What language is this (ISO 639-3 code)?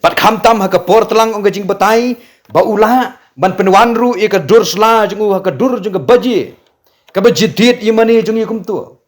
kha